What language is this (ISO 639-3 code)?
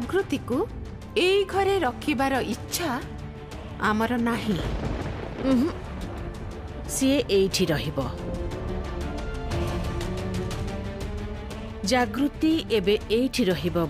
ori